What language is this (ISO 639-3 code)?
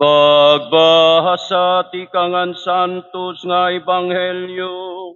war